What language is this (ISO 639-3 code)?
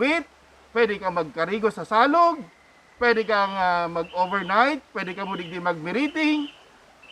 bik